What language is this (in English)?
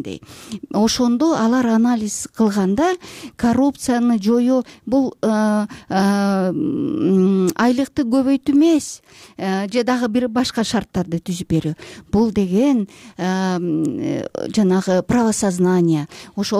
Kyrgyz